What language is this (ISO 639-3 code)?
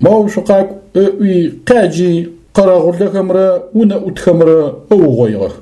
ady